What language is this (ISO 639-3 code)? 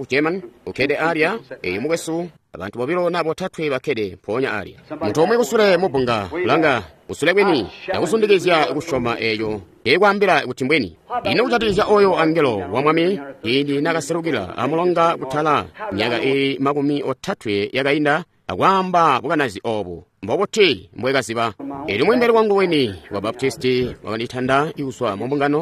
toi